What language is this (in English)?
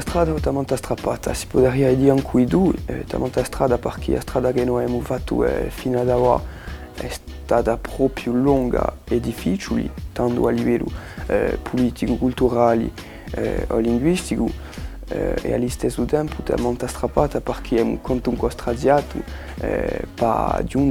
Corsican